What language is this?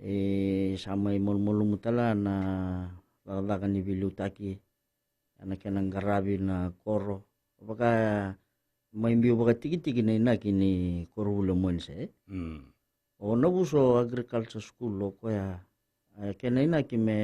Fijian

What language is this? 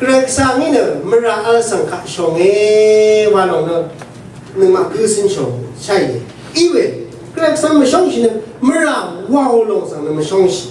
Rawang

